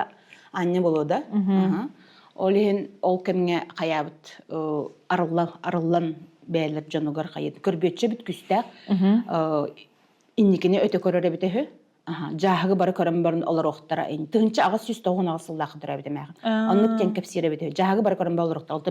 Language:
Yakut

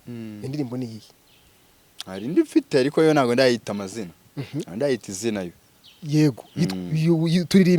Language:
Kinyarwanda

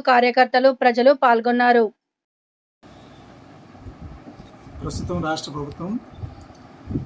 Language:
Telugu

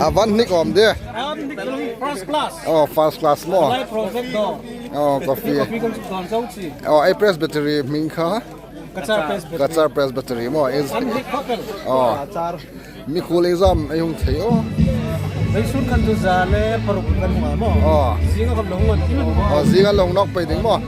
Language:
Hmar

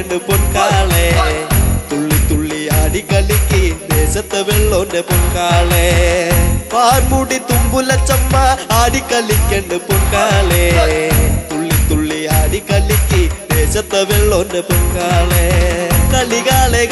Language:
Malayalam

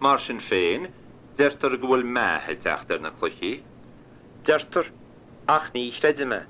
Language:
Irish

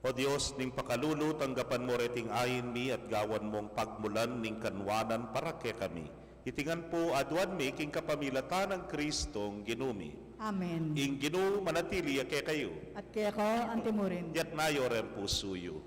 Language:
Pampanga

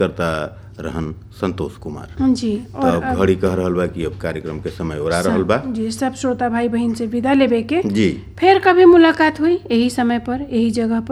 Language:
Bhojpuri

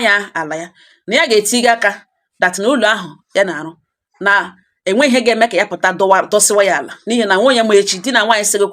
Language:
Igbo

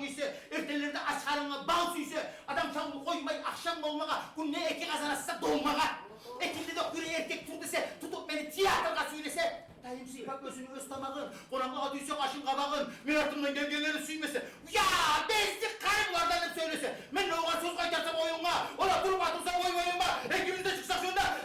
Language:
Kumyk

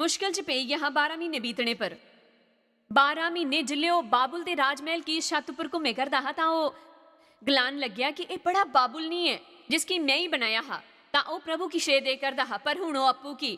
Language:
Dogri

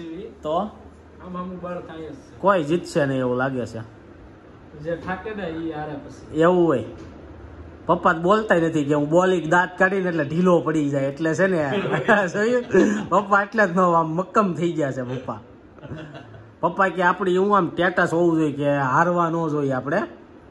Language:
Gujarati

